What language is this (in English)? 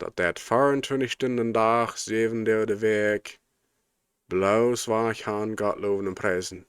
Plautdietsch